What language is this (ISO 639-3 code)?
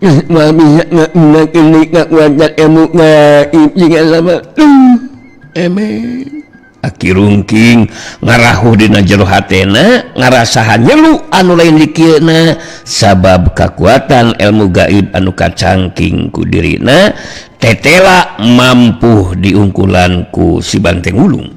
sun